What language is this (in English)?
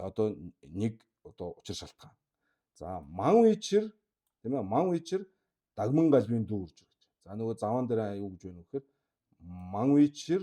Mongolian